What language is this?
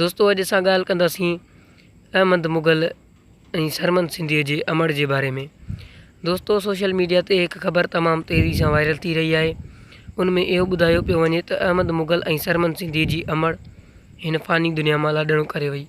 Sindhi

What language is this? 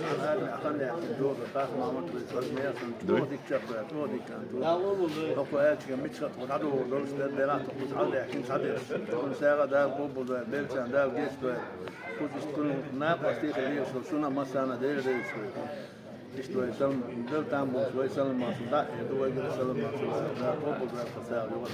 Chechen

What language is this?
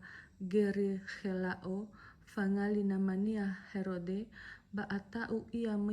Nias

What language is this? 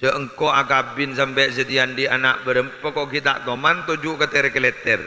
Madurese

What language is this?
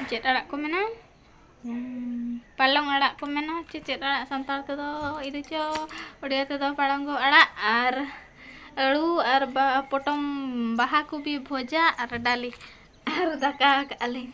Santali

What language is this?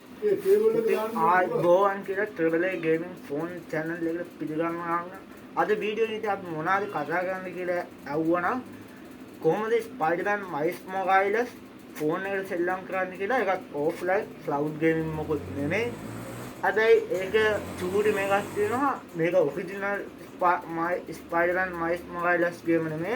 Sinhala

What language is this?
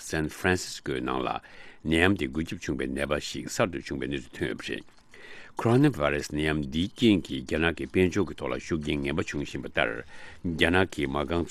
Tibetan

